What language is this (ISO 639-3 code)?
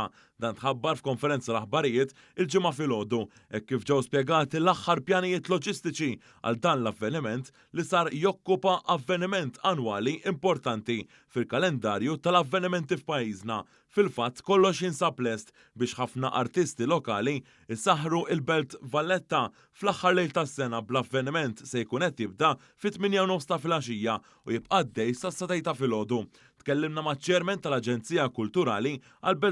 mlt